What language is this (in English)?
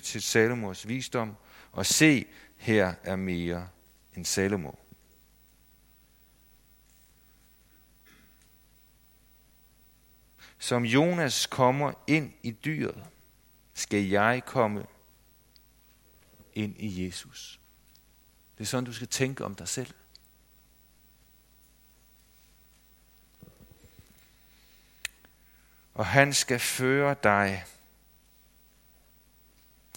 Danish